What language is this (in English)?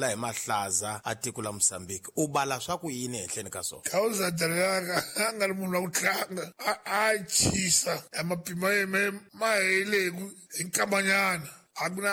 Tsonga